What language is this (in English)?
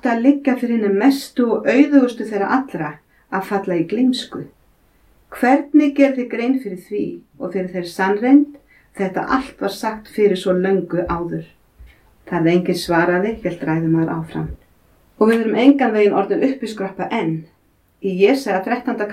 Icelandic